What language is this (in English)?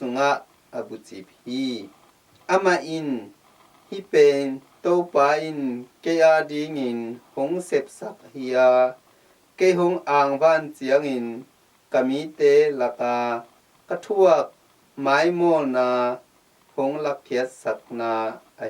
Tedim Chin